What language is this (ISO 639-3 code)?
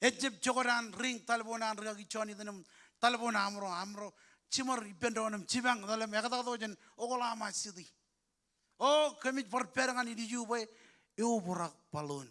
mah